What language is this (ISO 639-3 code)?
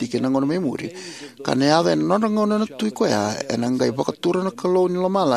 fij